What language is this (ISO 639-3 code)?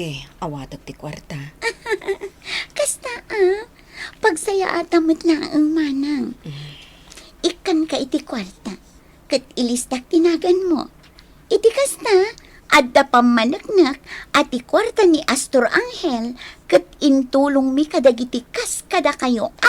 ilo